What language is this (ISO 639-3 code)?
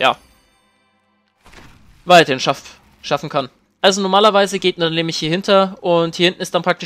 deu